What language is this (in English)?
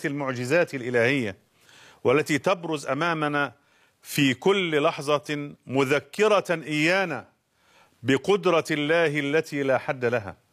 Arabic